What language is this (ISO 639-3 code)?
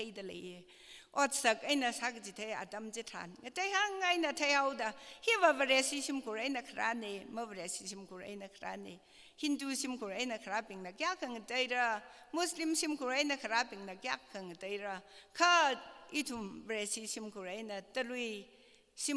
nmf